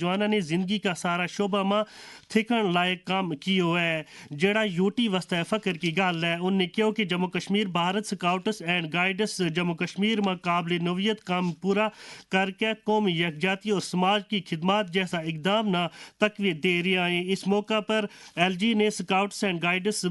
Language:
Gujari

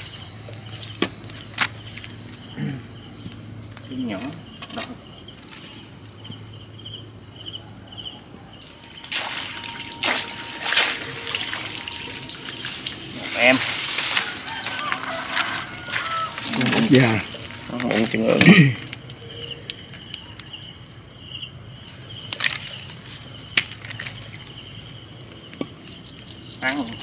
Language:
Vietnamese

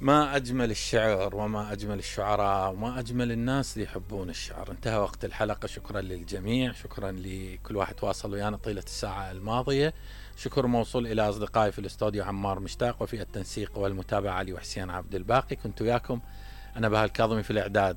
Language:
Mesopotamian Arabic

